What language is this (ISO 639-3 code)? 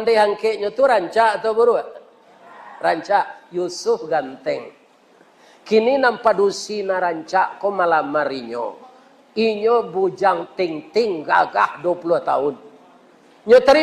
min